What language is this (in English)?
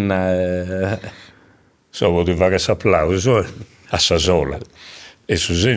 Sardinian